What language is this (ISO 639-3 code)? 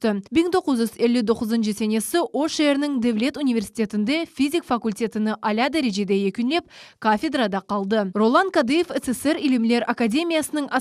crh